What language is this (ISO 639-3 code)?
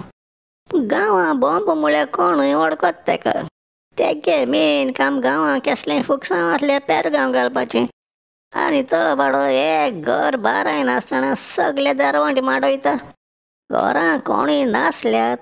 kok